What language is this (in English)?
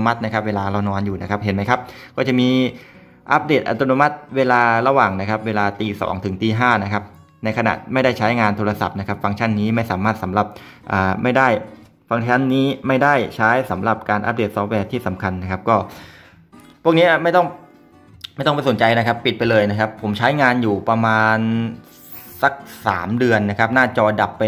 Thai